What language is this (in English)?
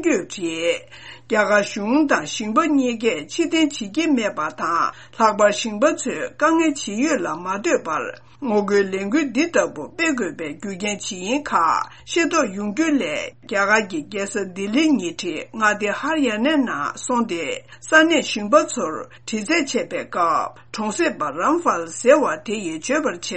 Tibetan